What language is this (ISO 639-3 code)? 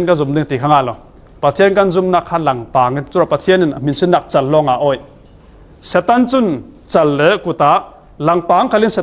cfm